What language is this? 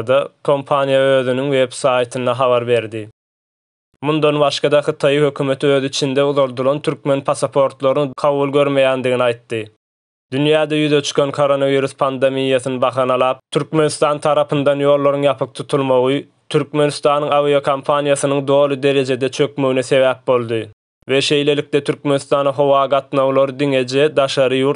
Turkmen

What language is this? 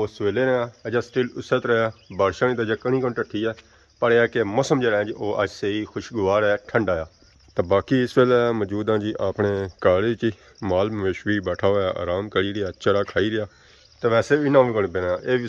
Pahari-Potwari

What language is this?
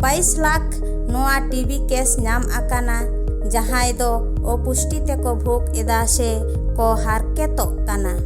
Santali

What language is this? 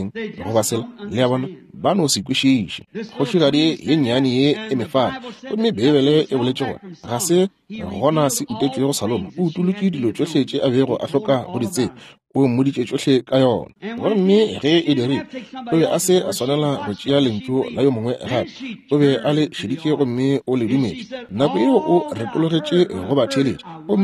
Northern Sotho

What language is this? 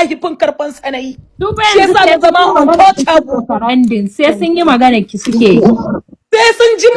Hausa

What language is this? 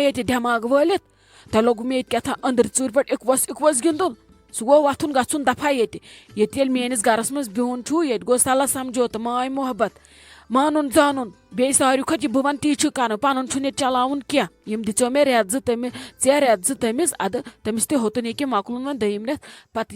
Kashmiri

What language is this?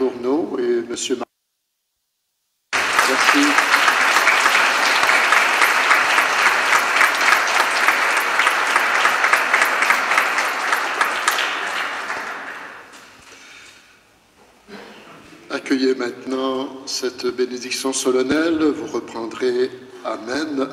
French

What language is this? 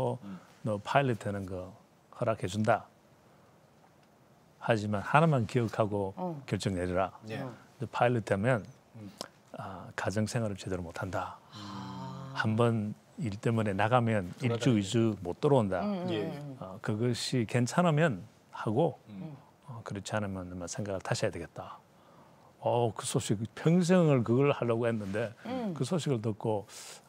Korean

